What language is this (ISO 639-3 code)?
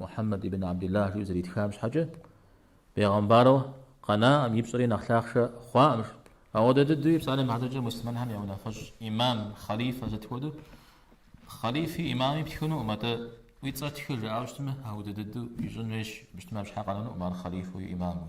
kbd